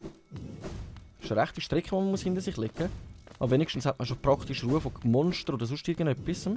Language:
Swiss German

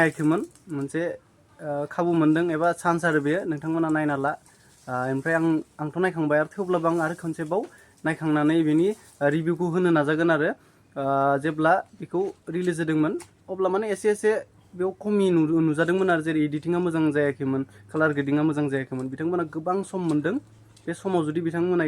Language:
Bodo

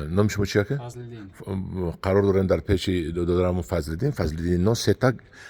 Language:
Tajik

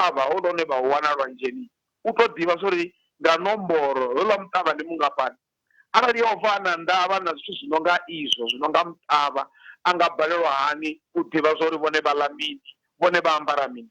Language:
Venda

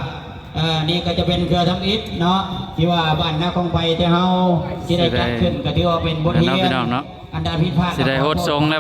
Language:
Northeastern Thai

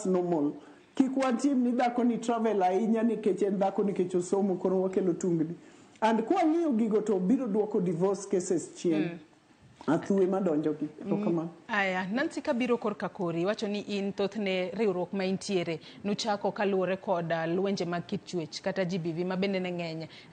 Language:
Luo (Kenya and Tanzania)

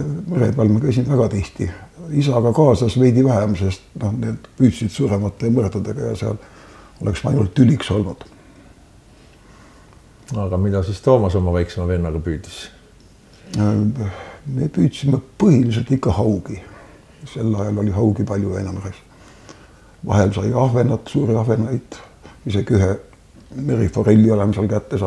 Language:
Estonian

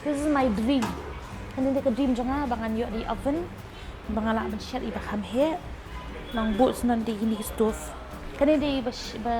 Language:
Khasi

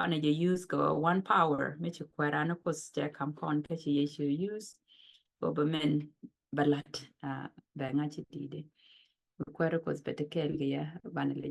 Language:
Nuer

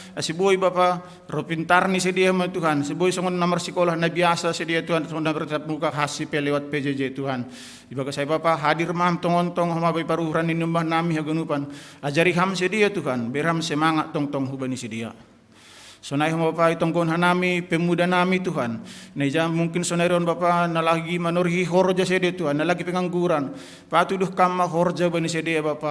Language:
Batak Simalungun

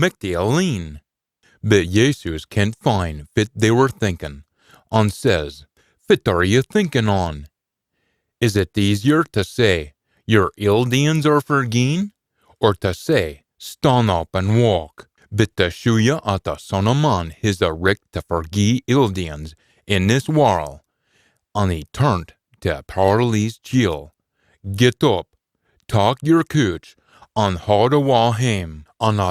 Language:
Scots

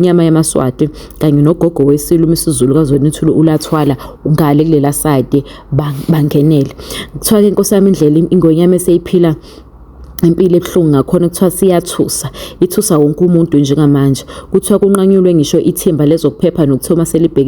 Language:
Zulu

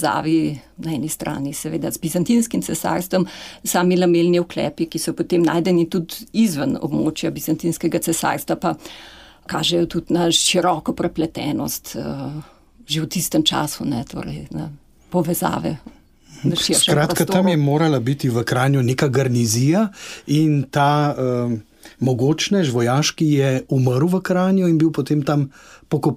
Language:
Slovenian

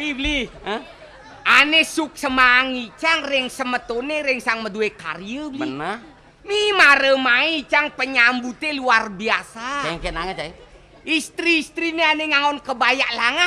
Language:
Balinese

